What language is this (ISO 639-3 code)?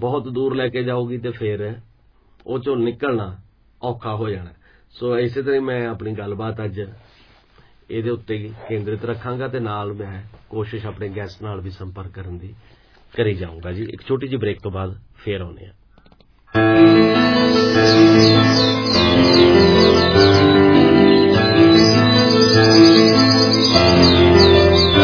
pan